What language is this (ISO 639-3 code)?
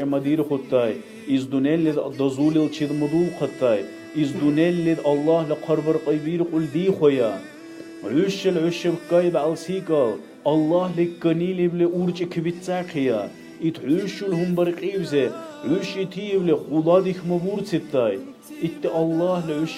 dar